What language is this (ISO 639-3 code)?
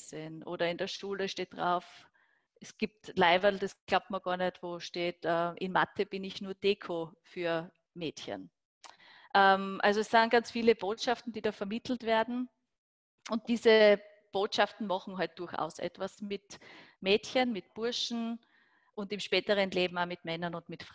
deu